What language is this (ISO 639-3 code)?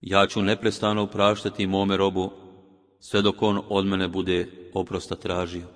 bos